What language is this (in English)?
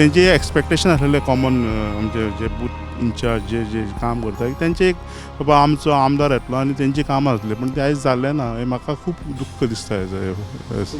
Konkani